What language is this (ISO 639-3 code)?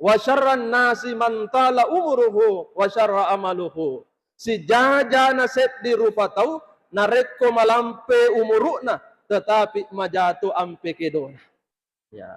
bug